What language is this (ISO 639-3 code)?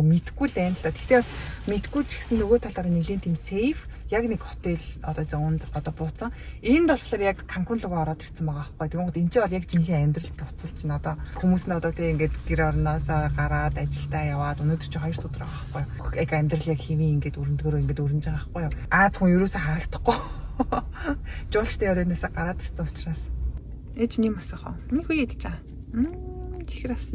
mon